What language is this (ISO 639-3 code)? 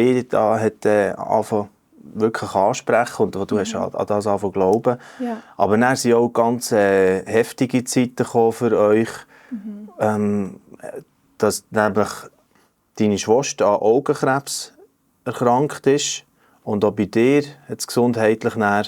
gsw